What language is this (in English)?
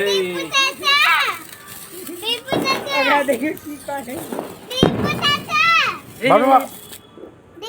Maithili